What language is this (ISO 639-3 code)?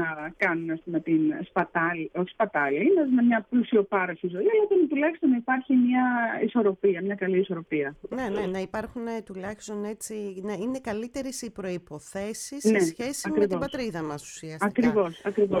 ell